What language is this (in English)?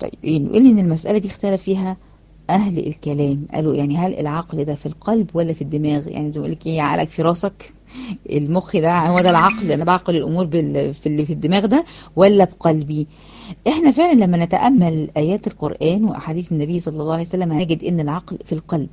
Egyptian Arabic